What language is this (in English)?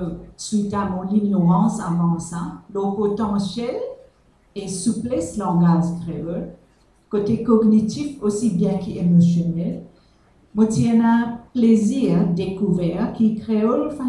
Morisyen